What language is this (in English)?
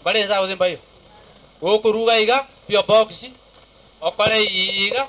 Gusii